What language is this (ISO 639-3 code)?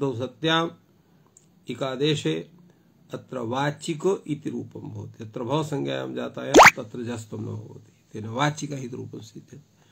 san